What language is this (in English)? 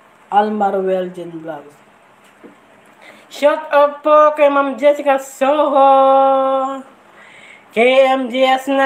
Filipino